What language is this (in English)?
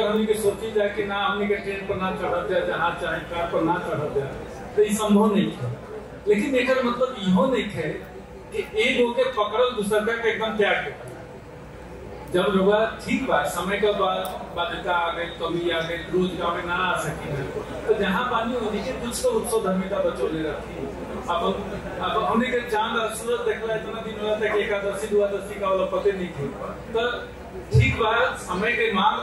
Bhojpuri